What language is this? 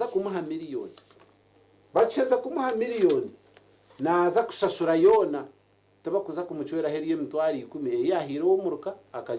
Nyankole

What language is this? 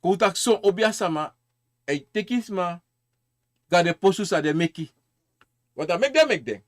Sranan Tongo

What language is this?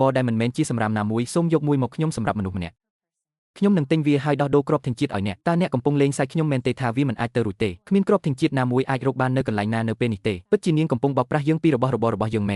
Khmer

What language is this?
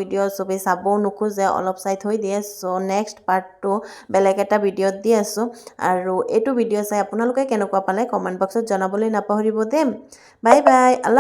Assamese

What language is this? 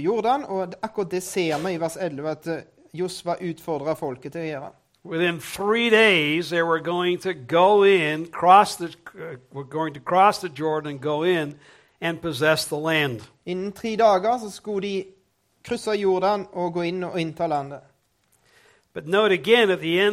Norwegian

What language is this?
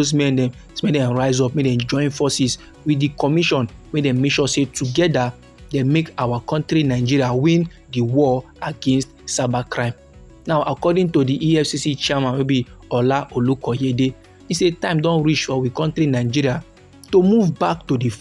Nigerian Pidgin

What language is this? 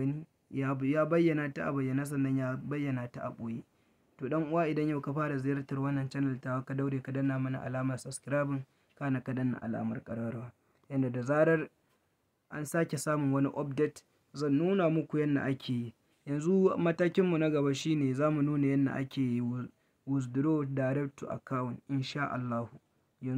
Hausa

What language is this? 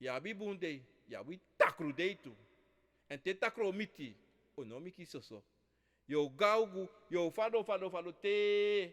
Sranan Tongo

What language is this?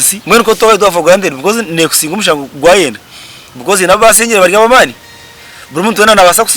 Nyankole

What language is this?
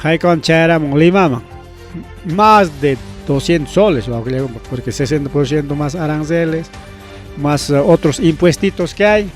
Ayacucho Quechua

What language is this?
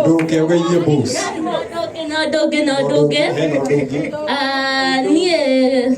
Kikuyu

